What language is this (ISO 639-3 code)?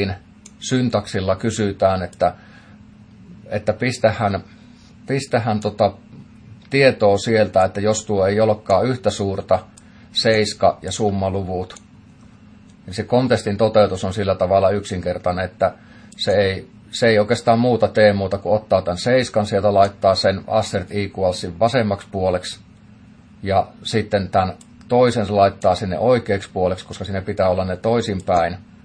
fin